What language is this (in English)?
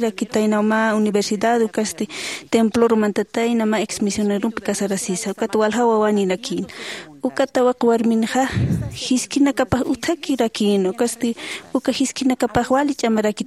Aymara